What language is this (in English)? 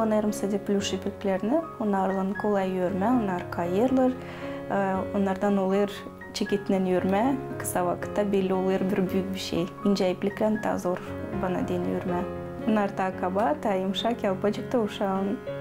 Gagauz